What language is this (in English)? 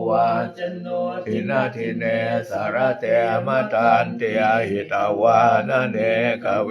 Pali